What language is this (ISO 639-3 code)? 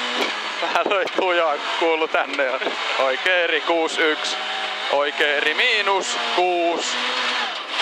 fin